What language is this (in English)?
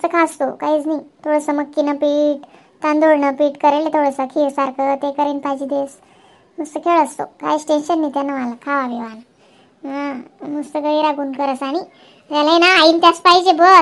Khandesi